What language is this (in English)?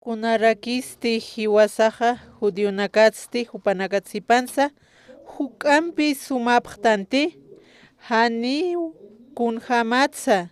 Aymara